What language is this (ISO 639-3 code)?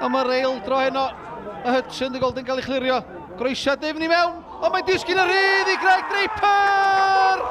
cym